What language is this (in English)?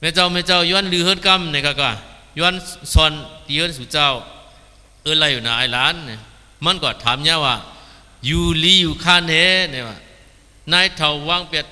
Shan